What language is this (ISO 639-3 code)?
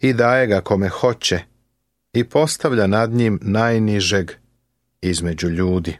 srp